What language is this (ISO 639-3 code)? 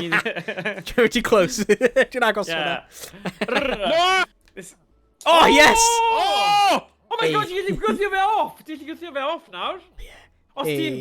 cym